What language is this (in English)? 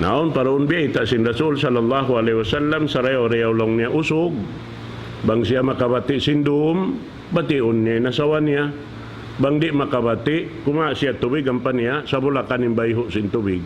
Tausug